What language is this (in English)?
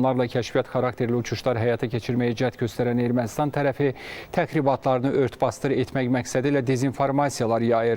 Azerbaijani